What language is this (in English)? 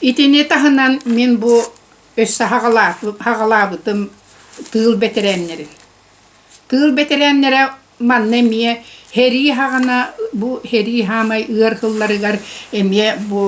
Yakut